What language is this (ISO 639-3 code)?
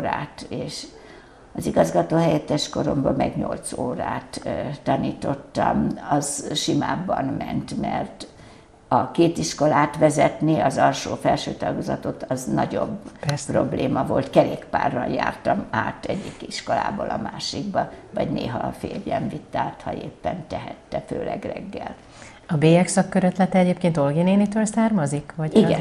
hun